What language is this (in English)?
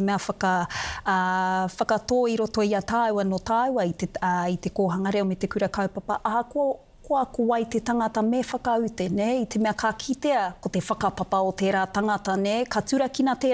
Māori